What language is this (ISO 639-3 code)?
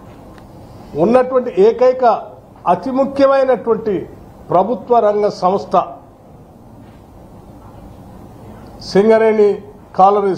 tel